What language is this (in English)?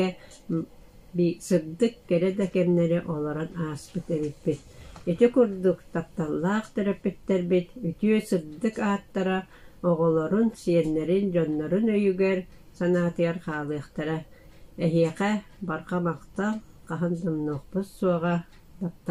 Yakut